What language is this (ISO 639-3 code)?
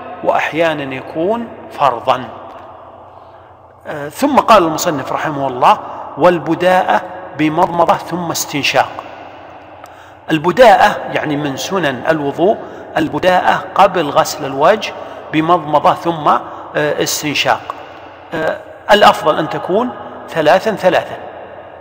ara